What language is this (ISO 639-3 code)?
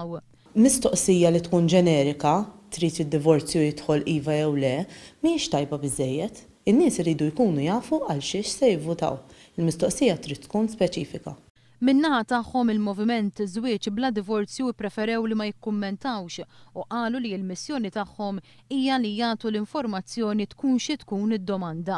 mlt